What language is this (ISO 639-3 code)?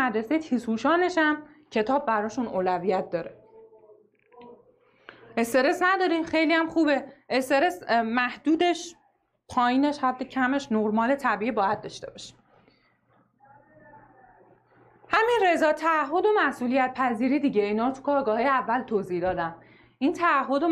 fas